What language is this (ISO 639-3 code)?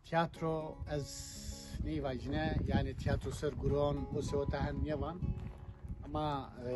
zza